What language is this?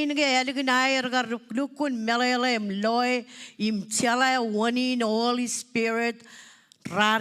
Marshallese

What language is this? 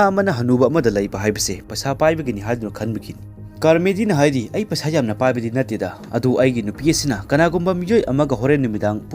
Manipuri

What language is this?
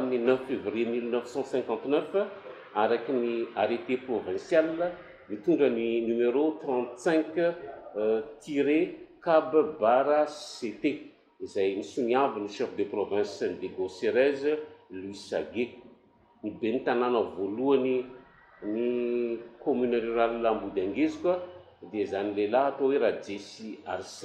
Malagasy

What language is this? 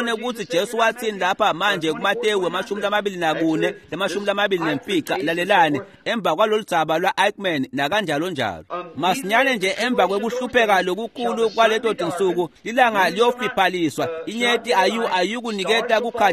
Swati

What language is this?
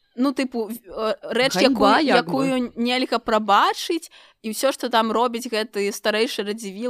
Belarusian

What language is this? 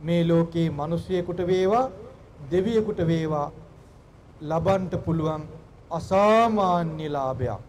Sinhala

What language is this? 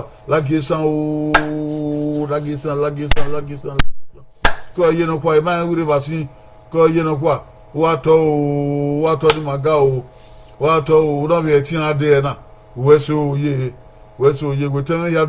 Bini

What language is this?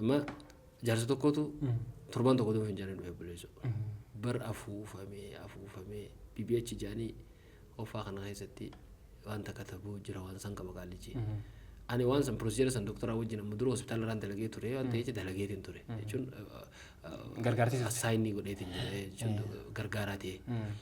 Oromo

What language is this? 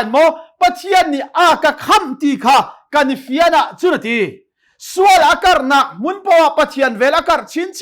Hakha Chin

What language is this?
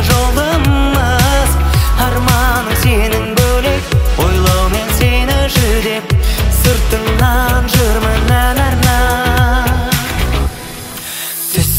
Kazakh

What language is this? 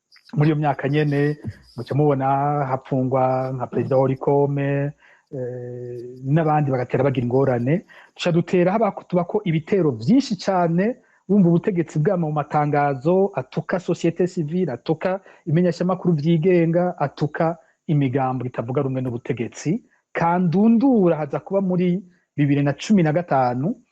Rundi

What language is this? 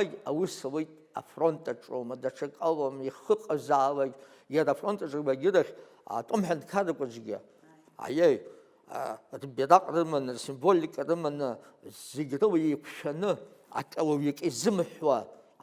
Abkhazian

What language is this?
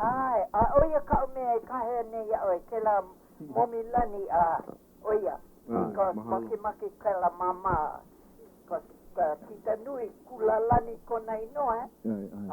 Hawaiian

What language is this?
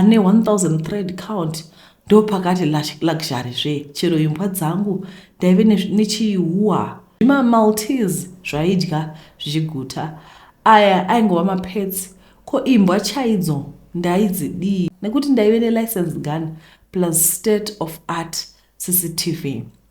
Shona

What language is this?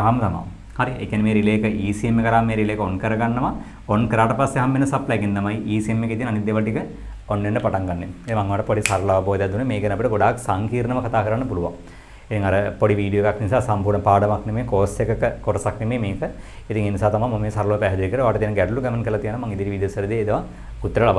Sinhala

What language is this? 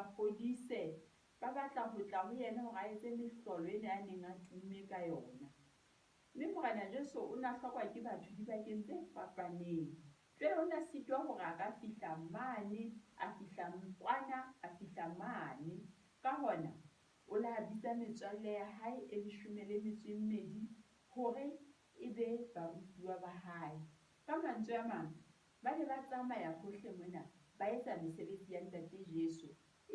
Southern Sotho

